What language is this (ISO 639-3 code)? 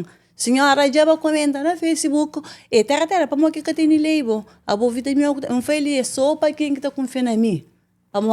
kea